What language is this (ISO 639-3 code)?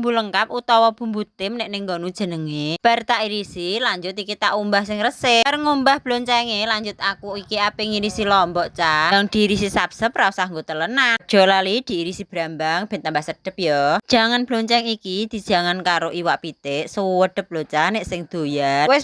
jav